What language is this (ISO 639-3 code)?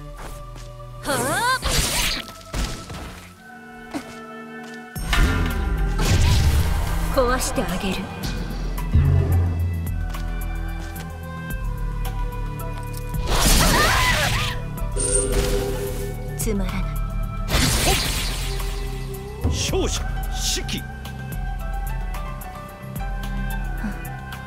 jpn